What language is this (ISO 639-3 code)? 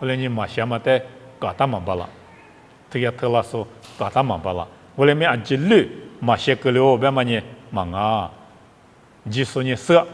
lis